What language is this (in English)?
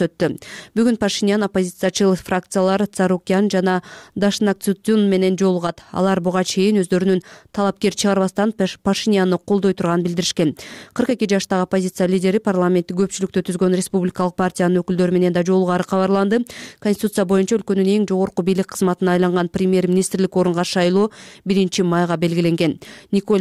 Kyrgyz